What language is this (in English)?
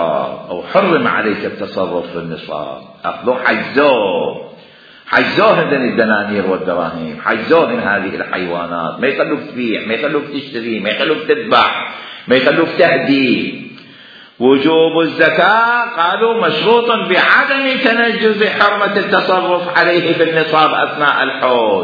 Mesopotamian Arabic